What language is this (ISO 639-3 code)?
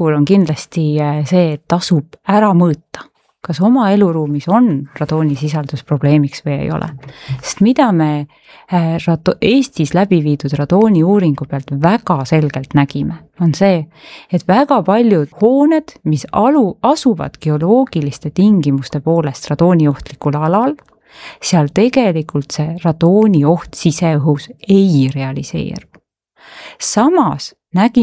est